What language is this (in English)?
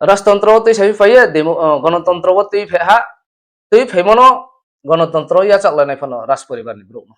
Riang (India)